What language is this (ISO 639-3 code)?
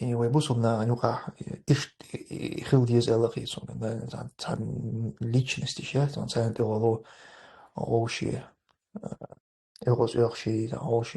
che